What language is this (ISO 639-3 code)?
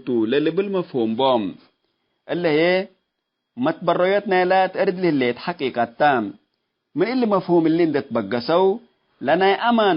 tig